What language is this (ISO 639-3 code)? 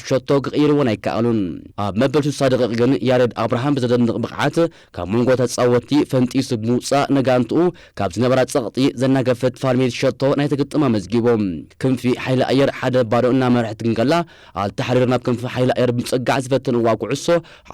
tir